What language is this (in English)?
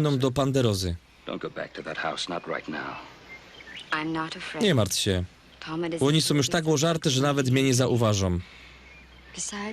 Silesian